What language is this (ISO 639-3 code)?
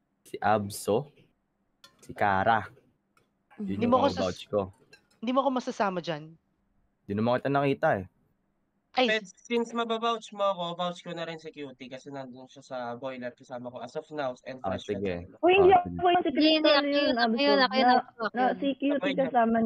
fil